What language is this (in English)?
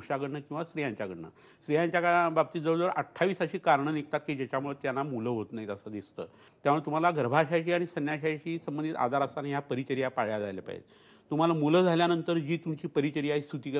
Marathi